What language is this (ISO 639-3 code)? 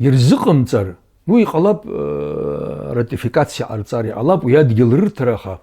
abk